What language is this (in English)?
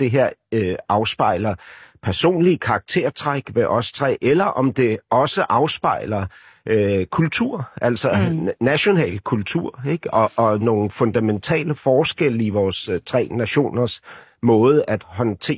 Danish